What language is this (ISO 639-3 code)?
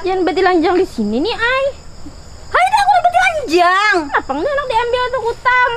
bjn